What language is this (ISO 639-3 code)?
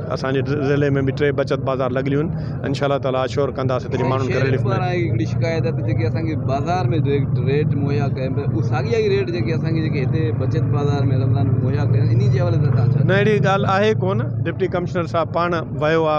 snd